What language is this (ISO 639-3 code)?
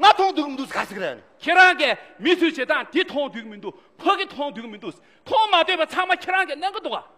bod